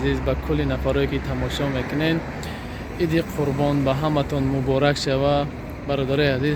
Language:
Tajik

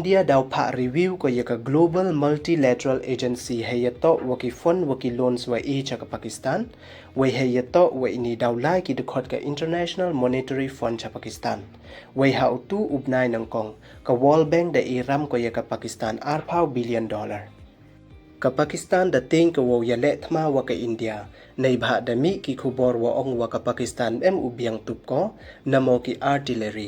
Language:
Pnar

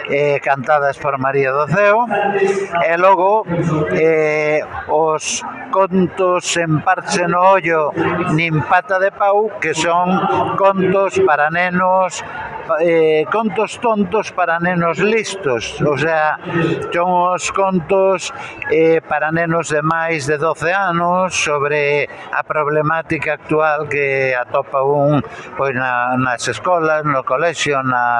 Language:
Galician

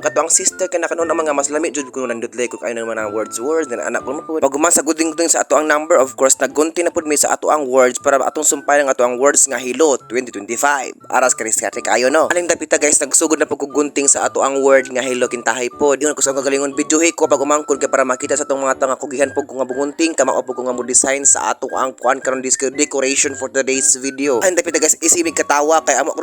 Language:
Cebuano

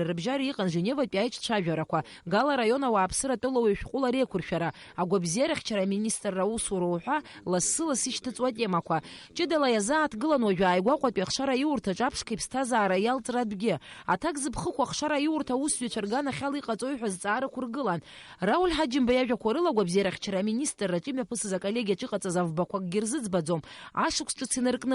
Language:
Abkhazian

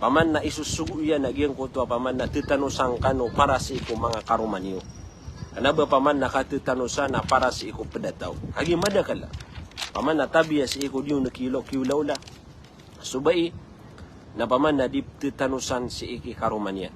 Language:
Maranao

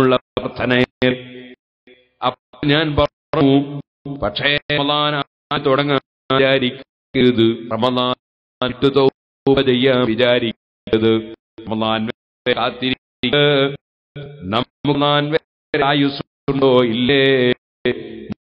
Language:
Malayalam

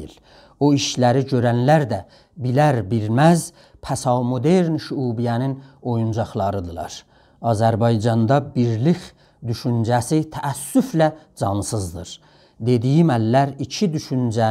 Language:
South Azerbaijani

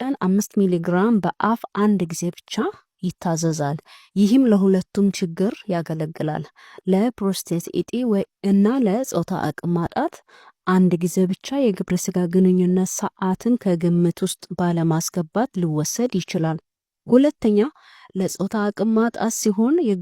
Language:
Amharic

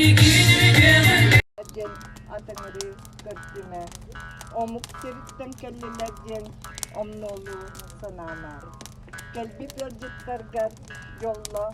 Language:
Yakut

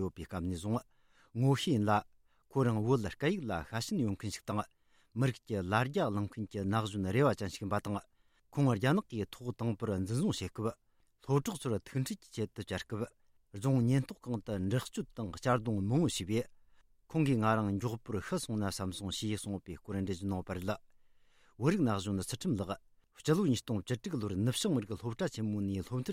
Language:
Tibetan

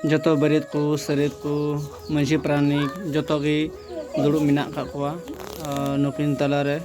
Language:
Santali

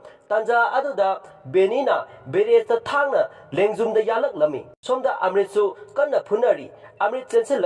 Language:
Manipuri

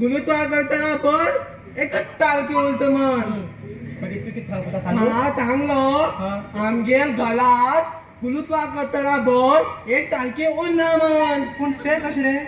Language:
Konkani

